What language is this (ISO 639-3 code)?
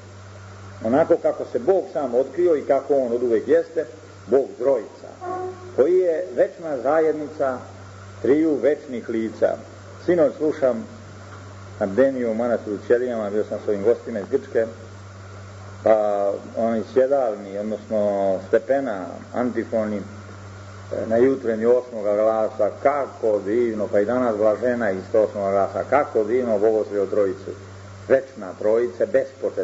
srp